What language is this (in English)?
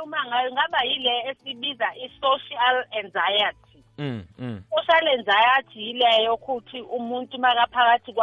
South Ndebele